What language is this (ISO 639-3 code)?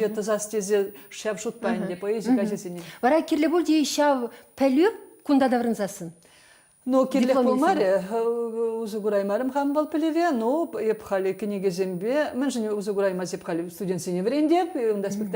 chv